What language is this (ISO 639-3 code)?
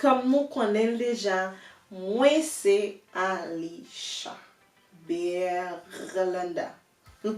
hat